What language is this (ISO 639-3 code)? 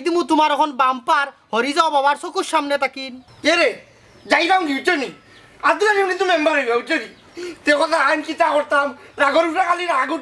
syl